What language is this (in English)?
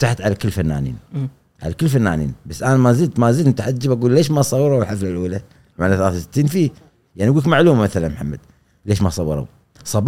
Gulf Arabic